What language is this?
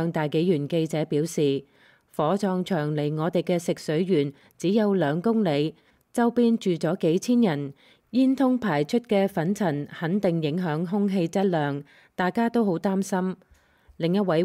Cantonese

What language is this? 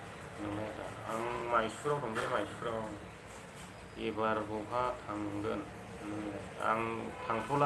Bodo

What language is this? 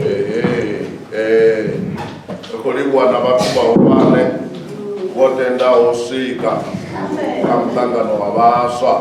Venda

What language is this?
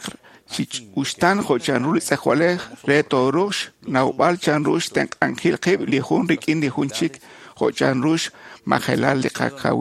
Kekchí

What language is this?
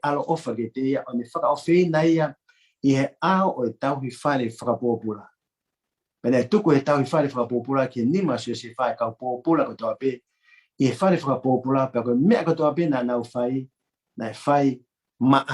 Tongan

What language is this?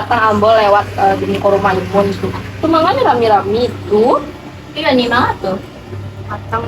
Minangkabau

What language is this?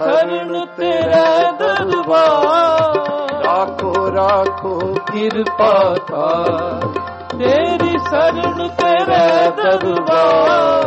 Punjabi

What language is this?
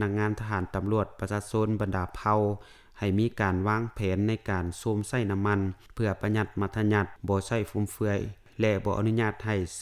Lao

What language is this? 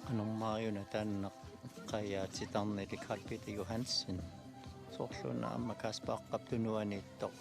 Kalaallisut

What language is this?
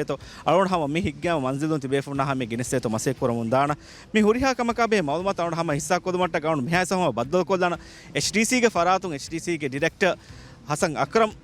Divehi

